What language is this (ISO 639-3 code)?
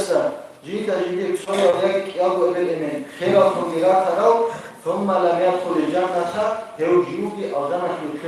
ava